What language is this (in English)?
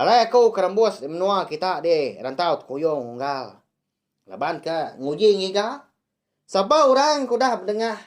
Iban